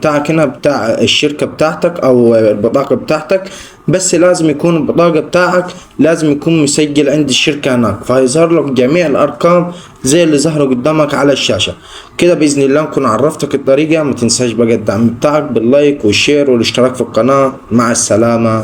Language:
Egyptian Arabic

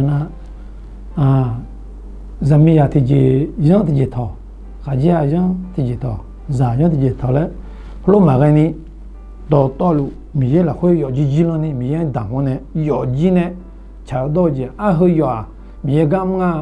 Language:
Akha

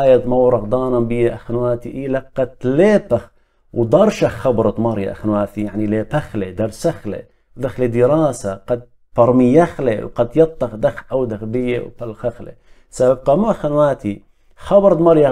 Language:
Assyrian Neo-Aramaic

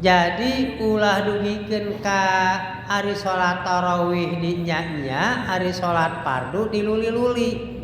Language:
Sundanese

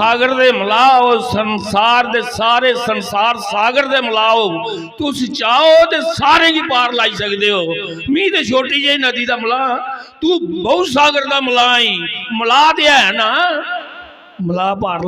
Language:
Dogri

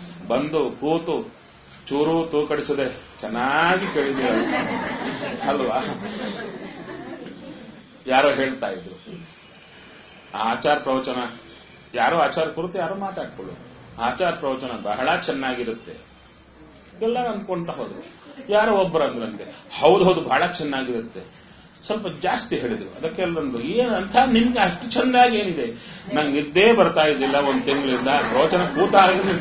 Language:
Kannada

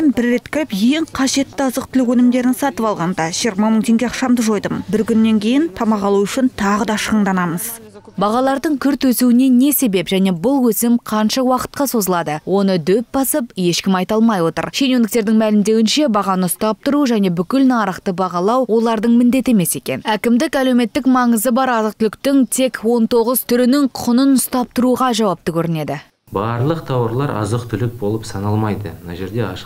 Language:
Kazakh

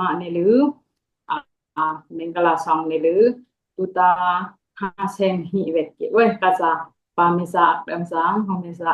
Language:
Dimasa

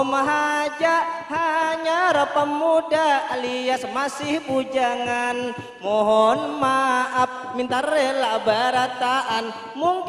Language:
Banjar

